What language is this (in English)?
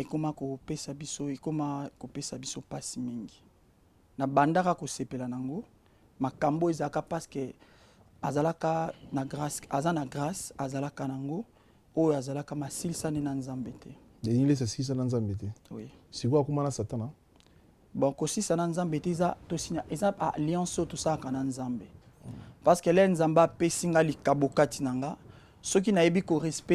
Lingala